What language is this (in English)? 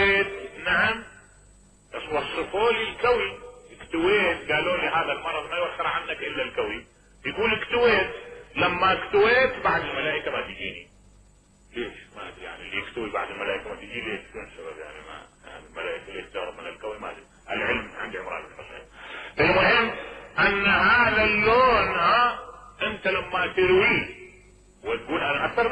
Mesopotamian Arabic